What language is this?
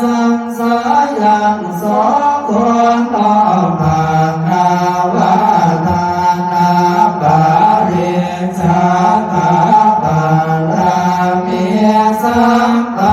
Pali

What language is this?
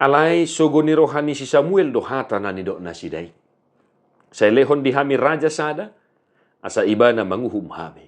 Batak Toba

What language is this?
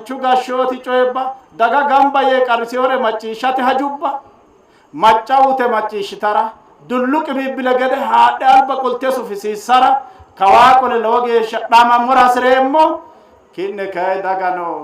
Sidamo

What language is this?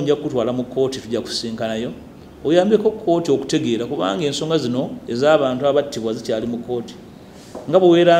Ganda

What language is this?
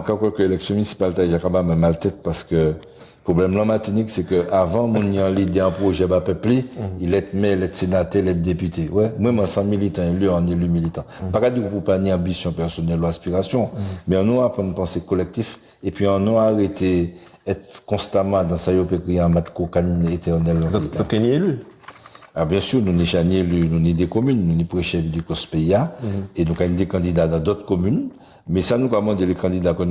Guadeloupean Creole French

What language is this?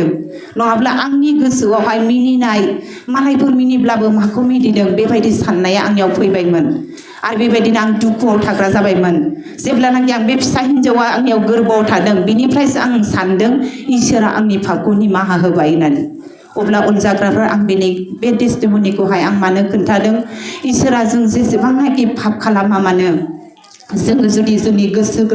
Bodo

